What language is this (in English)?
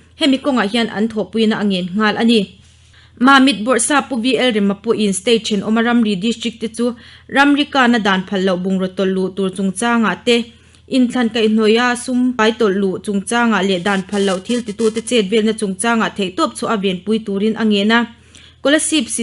Mizo